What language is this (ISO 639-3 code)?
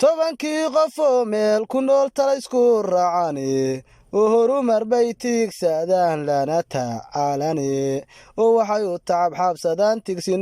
som